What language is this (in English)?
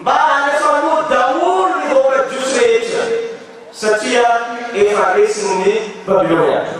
Malagasy